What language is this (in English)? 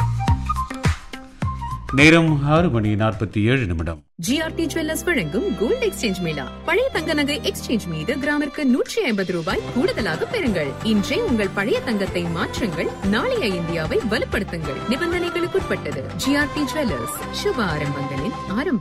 Tamil